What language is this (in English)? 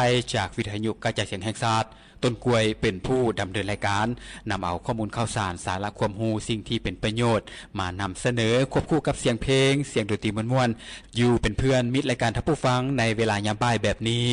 Lao